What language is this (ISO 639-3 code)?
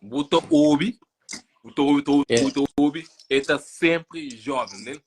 kea